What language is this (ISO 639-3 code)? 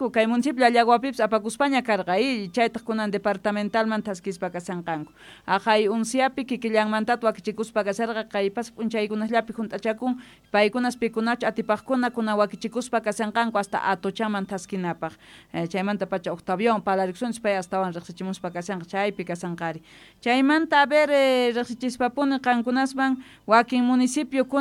quh